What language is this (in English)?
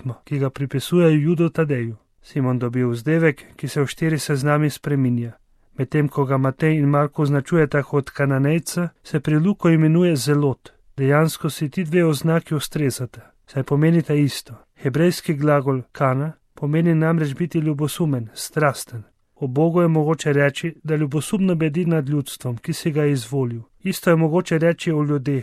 Slovenian